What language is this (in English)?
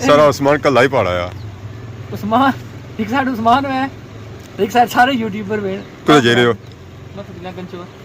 Pahari-Potwari